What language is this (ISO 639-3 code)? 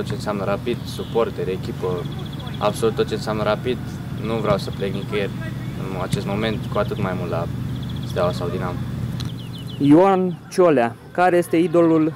ron